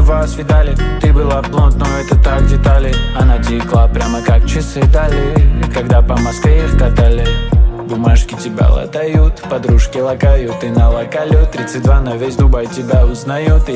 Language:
Russian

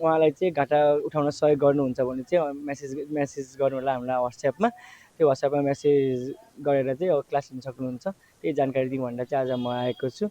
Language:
Nepali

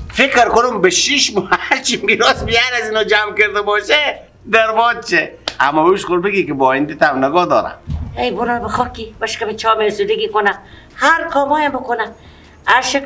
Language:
Persian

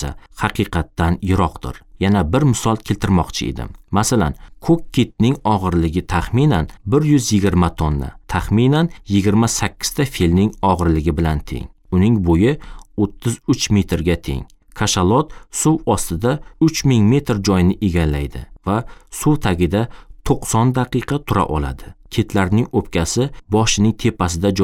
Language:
Uzbek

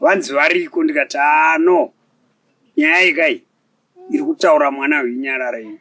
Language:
Shona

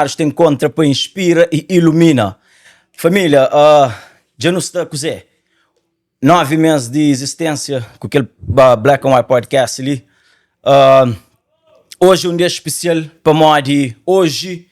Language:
Kabuverdianu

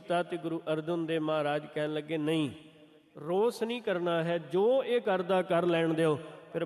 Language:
Punjabi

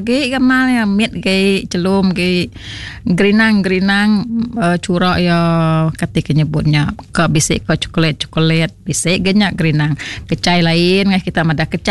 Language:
Iban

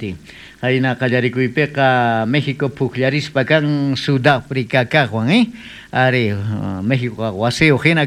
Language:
South Bolivian Quechua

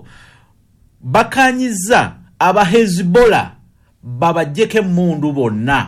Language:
Ganda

